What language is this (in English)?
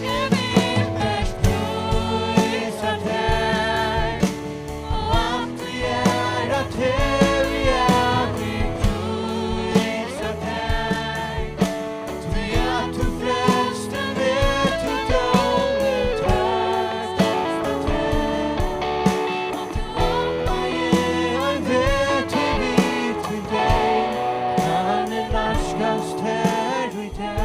Faroese